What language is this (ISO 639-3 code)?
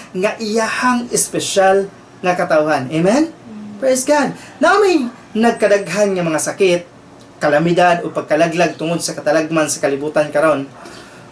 ceb